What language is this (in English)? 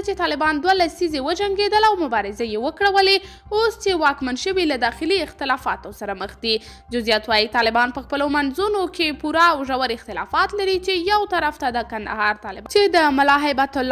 Pashto